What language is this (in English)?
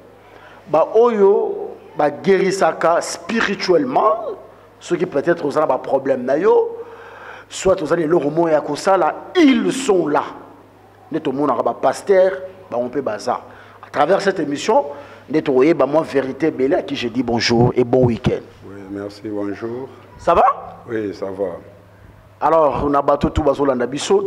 Lingala